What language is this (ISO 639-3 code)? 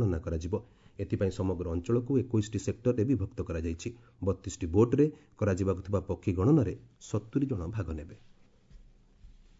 ori